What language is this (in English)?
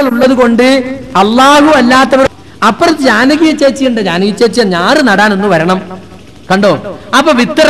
Malayalam